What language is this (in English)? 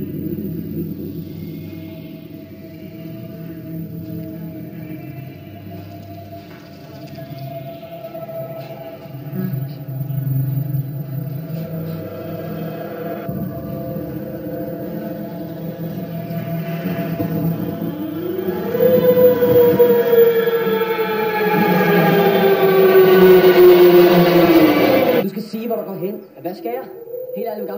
Danish